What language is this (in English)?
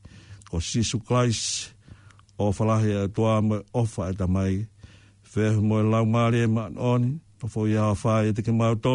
Tongan